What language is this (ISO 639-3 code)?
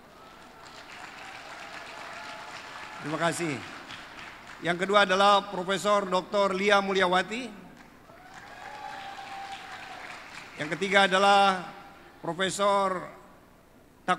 ind